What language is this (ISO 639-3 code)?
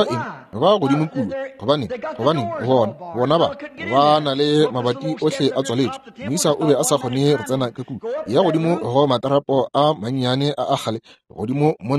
nso